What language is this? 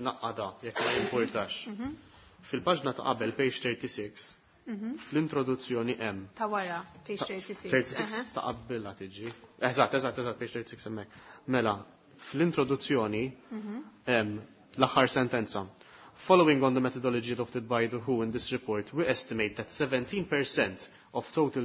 Maltese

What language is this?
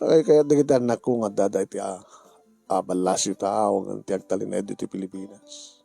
Iloko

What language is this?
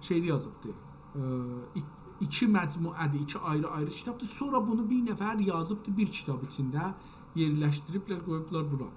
South Azerbaijani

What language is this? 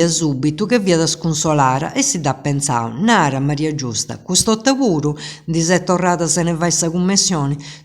Sardinian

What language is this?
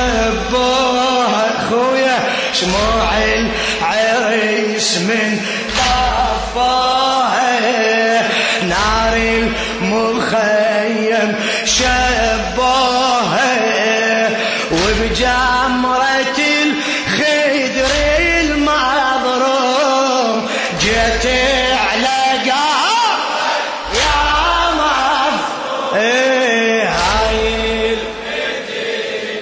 Mesopotamian Arabic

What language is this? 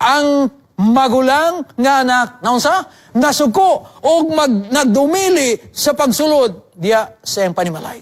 Cebuano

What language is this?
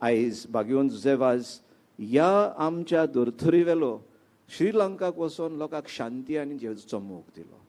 Konkani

